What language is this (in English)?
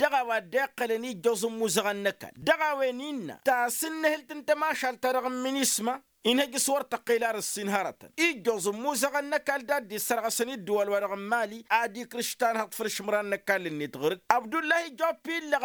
Tamasheq